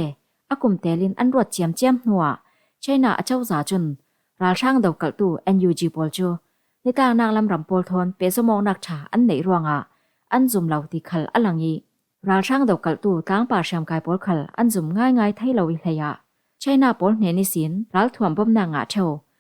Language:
Falam Chin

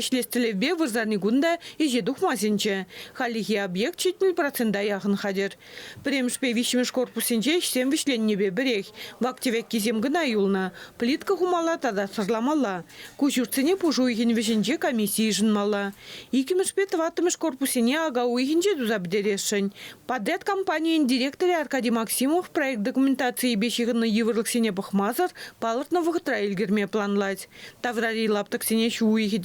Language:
Chuvash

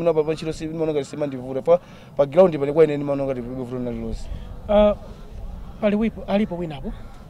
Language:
Nyanja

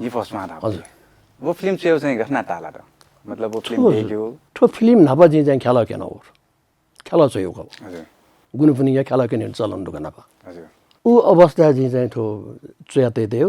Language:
Newari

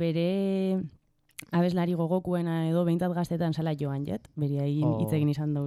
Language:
Basque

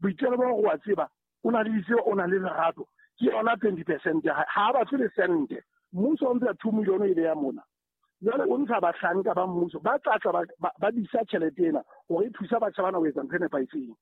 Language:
Southern Sotho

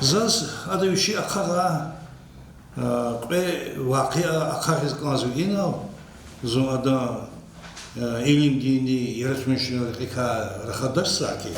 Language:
Lezghian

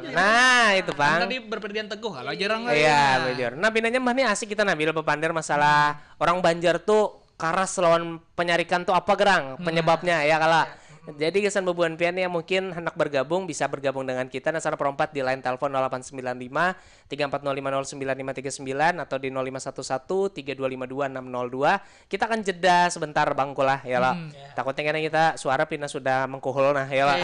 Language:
Banjar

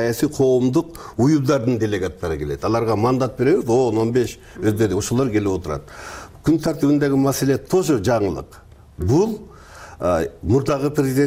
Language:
Kyrgyz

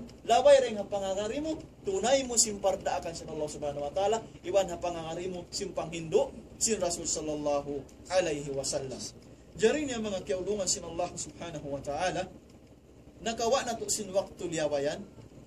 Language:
Tausug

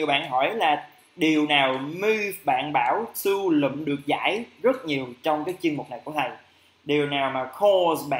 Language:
Vietnamese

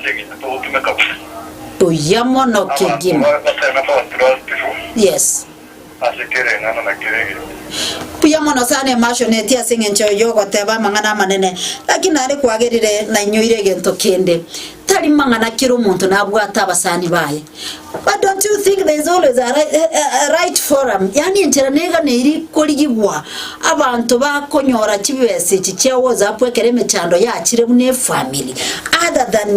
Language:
Gusii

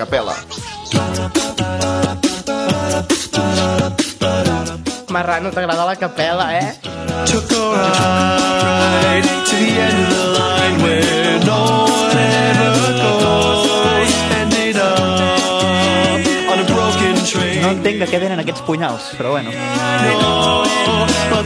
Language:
Catalan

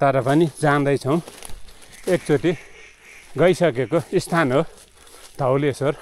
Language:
Nepali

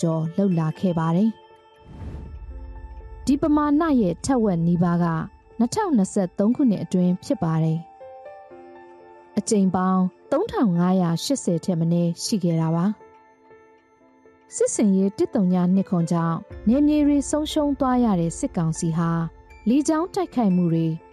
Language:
Burmese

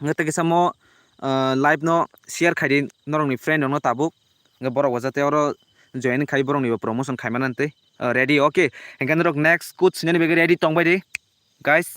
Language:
Kok Borok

